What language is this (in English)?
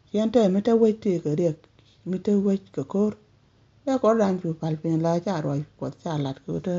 Nuer